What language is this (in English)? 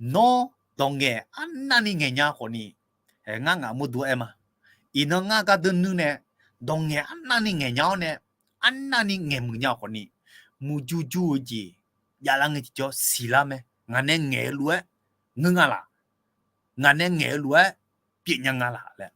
Akha